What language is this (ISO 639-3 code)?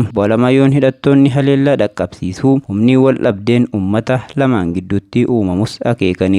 orm